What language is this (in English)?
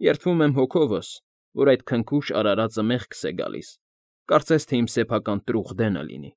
Armenian